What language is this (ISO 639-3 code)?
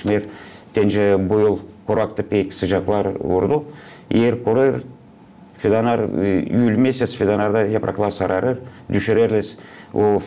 gag